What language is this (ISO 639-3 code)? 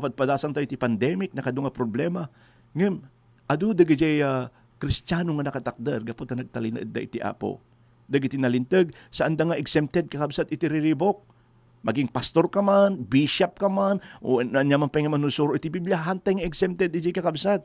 ilo